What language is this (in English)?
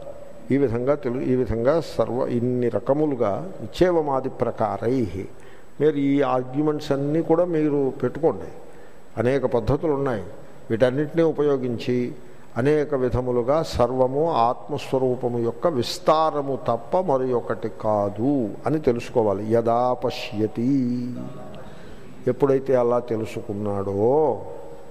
Telugu